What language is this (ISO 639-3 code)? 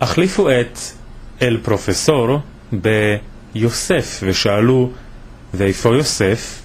lad